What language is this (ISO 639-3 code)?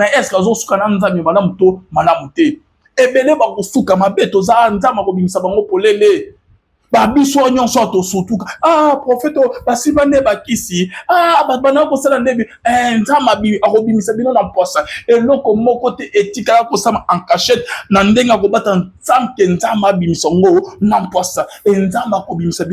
lin